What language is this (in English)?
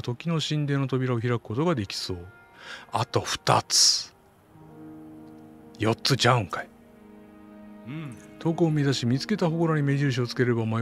Japanese